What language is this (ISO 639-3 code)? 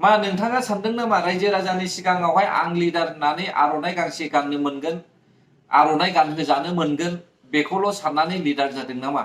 brx